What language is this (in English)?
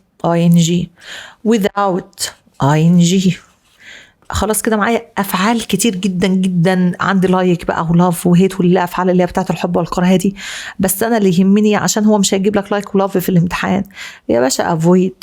Egyptian Arabic